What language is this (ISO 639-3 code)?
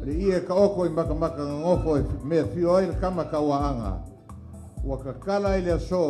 smo